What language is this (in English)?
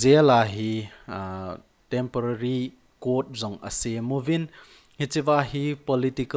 Thado Chin